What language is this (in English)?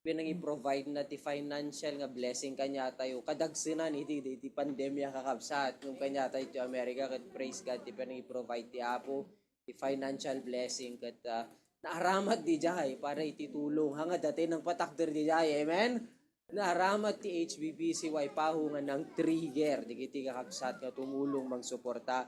Iloko